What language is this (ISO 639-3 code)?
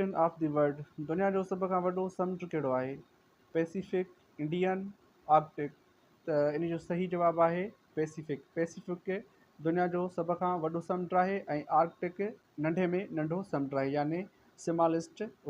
snd